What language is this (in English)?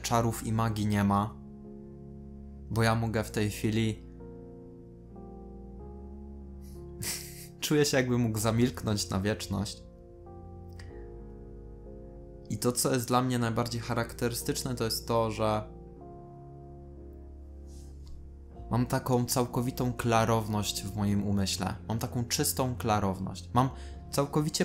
Polish